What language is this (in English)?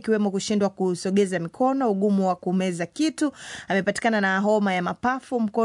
Swahili